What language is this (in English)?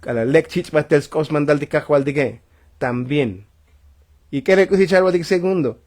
Tzotzil